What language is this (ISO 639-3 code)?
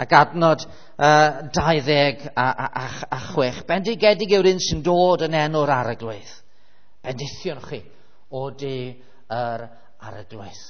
cym